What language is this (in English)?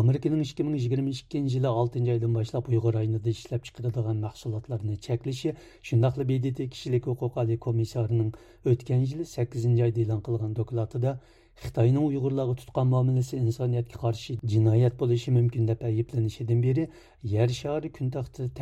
Uyghur